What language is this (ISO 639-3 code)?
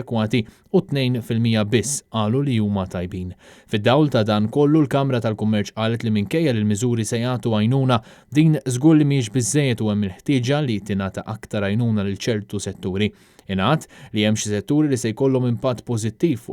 mlt